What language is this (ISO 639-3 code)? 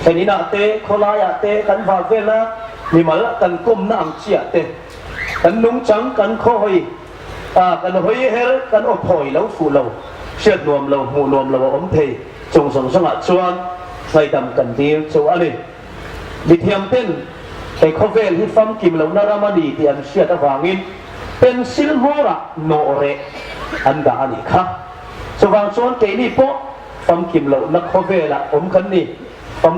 hmr